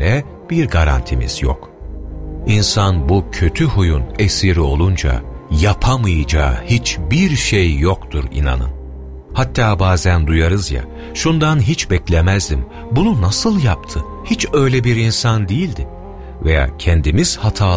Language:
Turkish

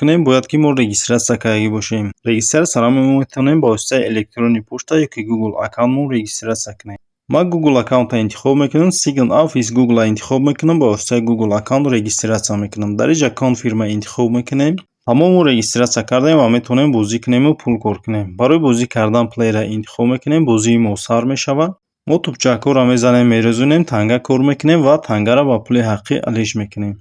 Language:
Tajik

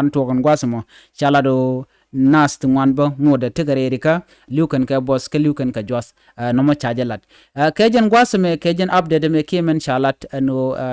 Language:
Nuer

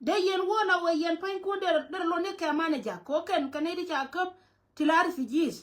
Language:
Nuer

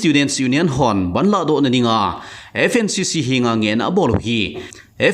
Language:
Thado Chin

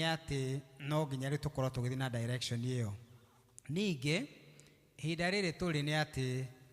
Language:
Kikuyu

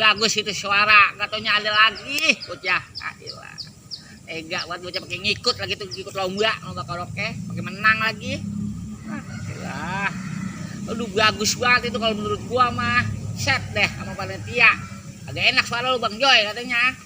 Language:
Betawi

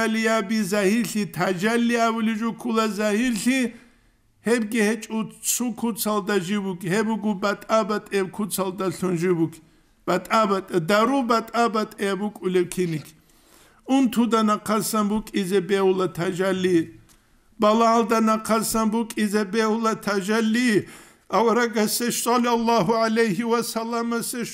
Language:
Avaric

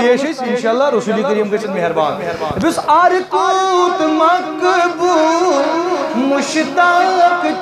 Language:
Kashmiri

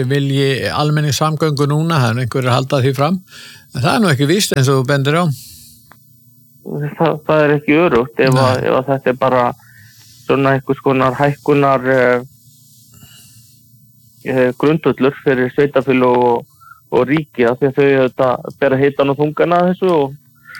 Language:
Icelandic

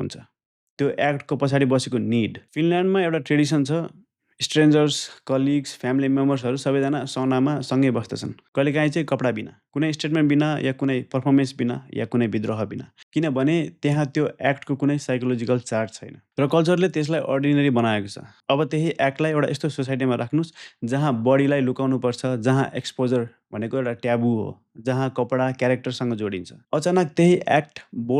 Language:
Nepali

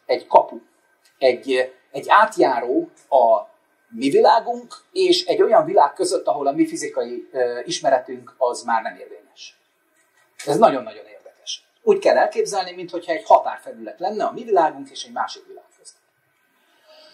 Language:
Hungarian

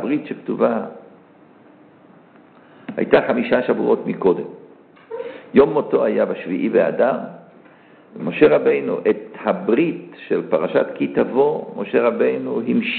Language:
Hebrew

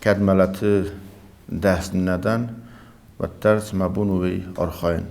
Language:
Ossetic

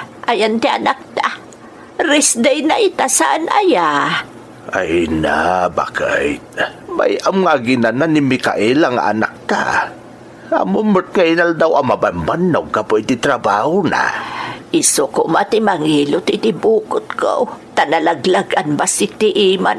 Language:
Iloko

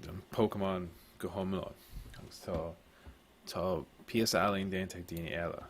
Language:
Irish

